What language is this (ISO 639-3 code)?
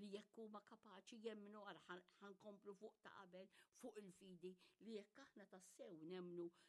mlt